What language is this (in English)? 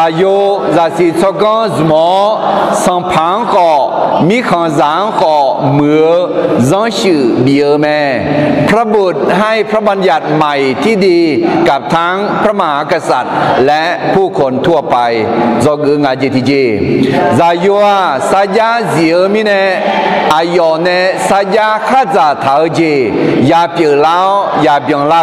Akha